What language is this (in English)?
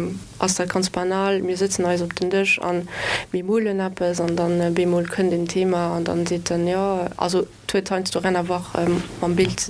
Luxembourgish